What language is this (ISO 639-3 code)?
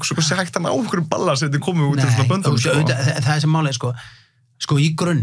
isl